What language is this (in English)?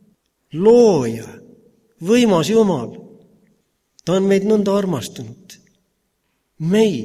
Estonian